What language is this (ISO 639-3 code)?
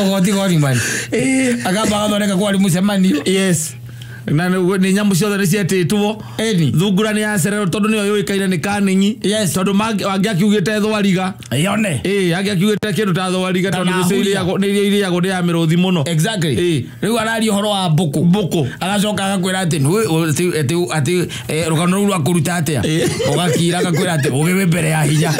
kik